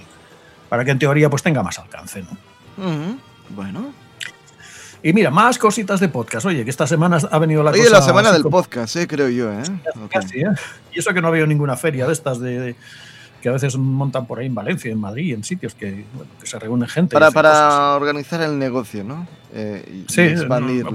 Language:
Spanish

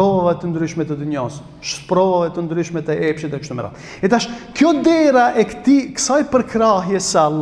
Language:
Albanian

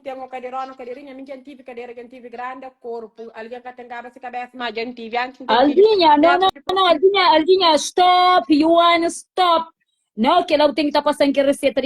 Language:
Kabuverdianu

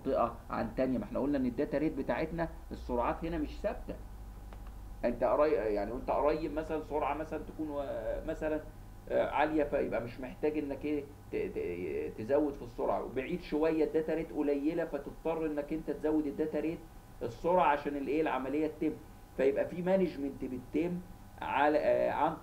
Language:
Egyptian Arabic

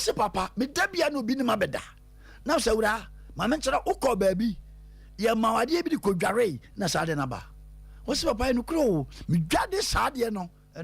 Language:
Akan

